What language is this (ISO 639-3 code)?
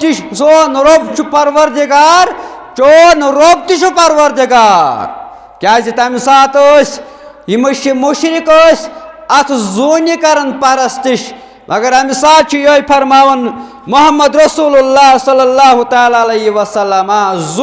kas